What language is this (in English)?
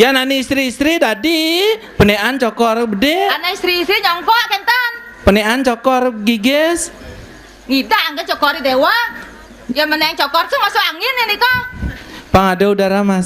Balinese